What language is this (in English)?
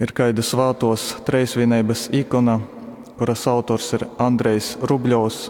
Latgalian